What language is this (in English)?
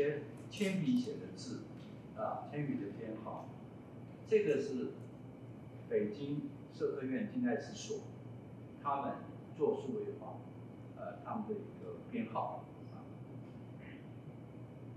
Chinese